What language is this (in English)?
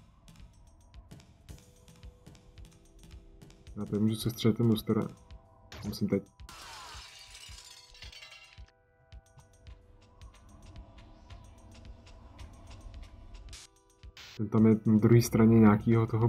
Czech